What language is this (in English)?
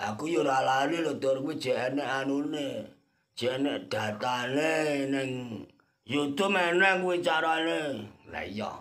Javanese